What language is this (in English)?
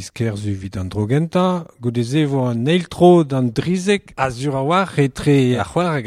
Breton